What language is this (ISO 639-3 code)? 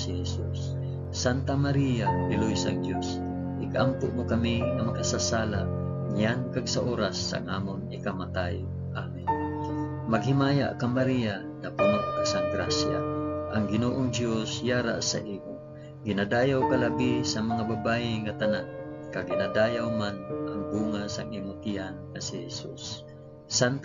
hil